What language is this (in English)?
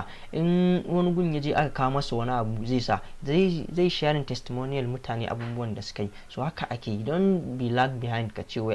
Hausa